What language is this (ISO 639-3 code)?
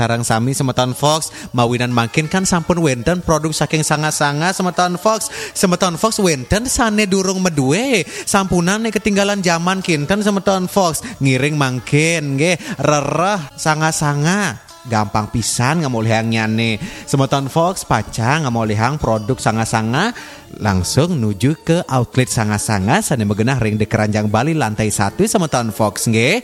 ban